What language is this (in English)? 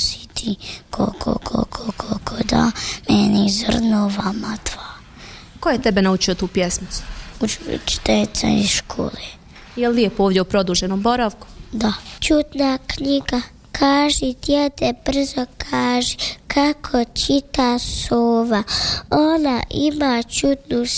Bosnian